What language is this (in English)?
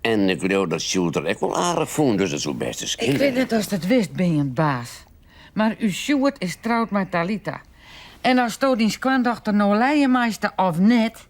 Western Frisian